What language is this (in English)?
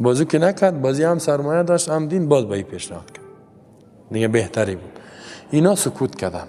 Persian